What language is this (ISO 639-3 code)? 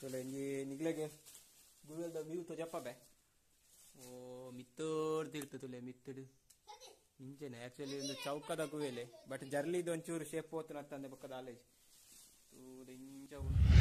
tcy